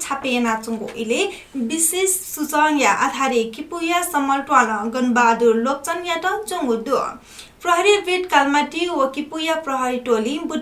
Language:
Newari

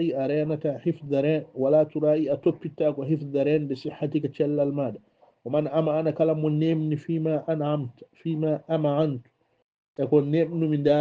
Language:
Fula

